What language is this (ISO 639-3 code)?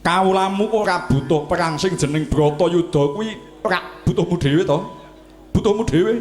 jav